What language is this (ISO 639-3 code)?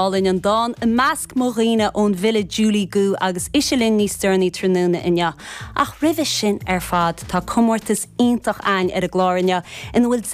gle